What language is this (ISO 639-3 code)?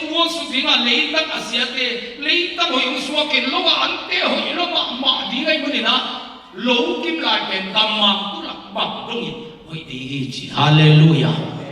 ctd